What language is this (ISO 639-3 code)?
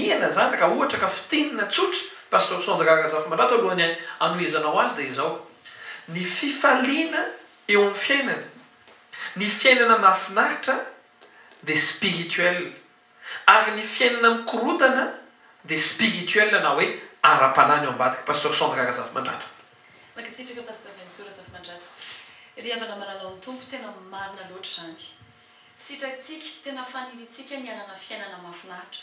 mlg